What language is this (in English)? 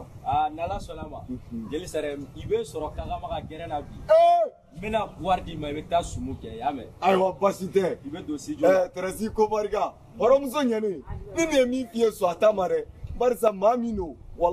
Bambara